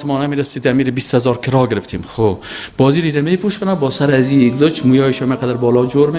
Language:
Persian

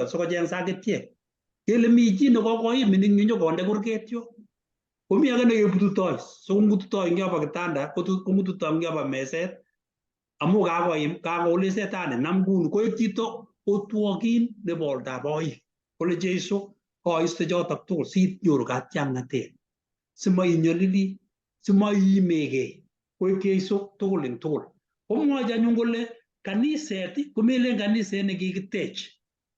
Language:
Kalenjin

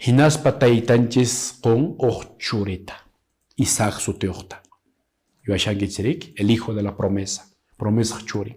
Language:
Quechua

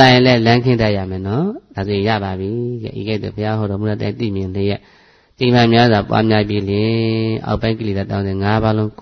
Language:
Burmese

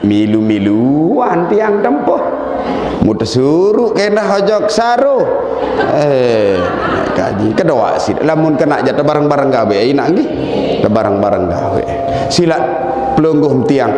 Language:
Sasak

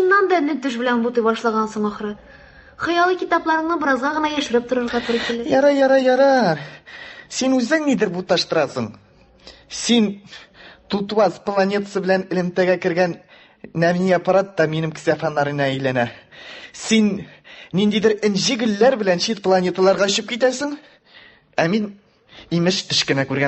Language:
Tatar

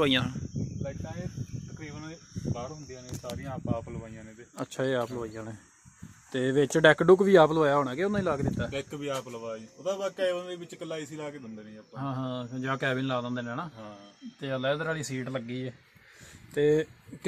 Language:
Punjabi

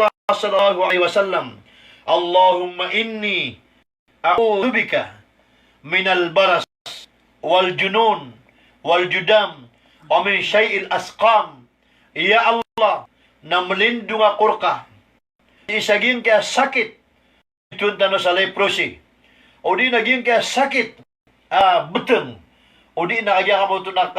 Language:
Maranao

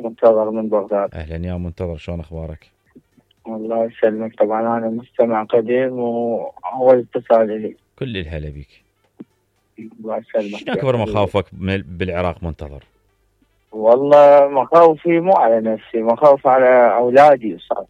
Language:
Mesopotamian Arabic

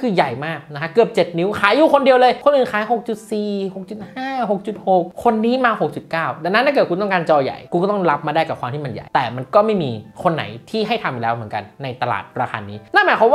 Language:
Thai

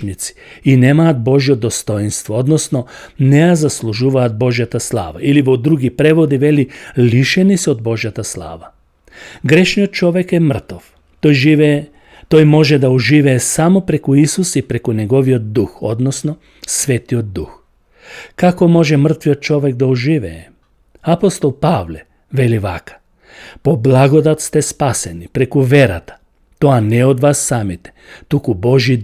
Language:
Macedonian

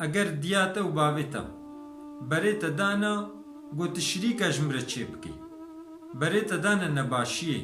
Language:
Kurdish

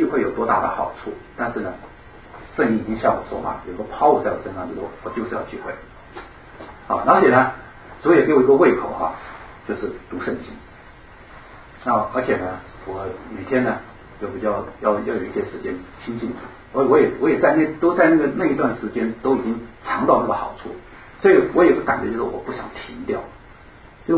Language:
Chinese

